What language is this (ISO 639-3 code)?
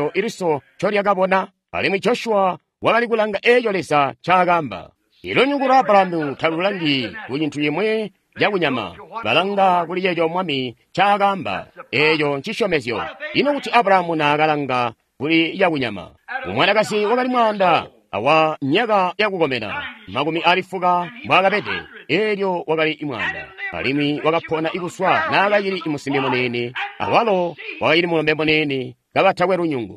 toi